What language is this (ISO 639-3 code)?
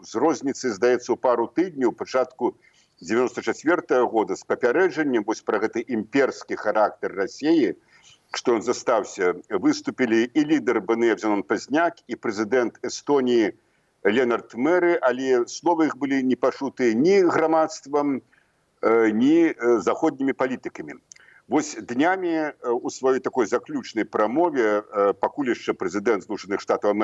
bel